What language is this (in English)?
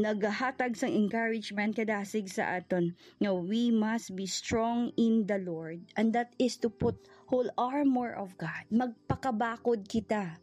Hiligaynon